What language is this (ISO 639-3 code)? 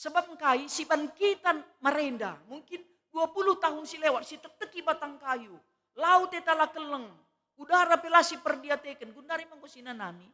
btx